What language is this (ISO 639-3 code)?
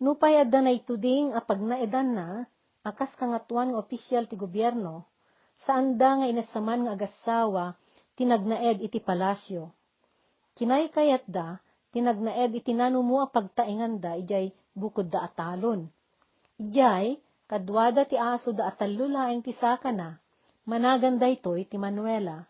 ilo